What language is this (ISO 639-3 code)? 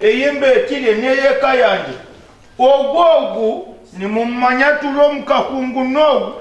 nyn